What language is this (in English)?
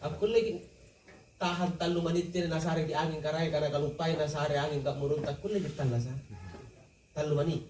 Makasar